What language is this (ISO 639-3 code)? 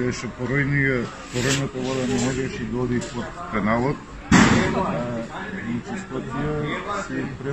mkd